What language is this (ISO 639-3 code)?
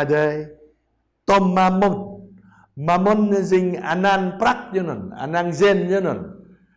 jra